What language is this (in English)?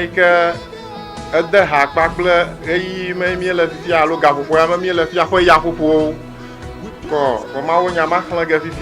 Ewe